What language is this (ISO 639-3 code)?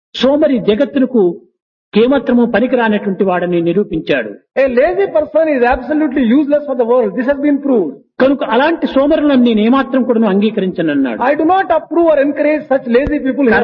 tel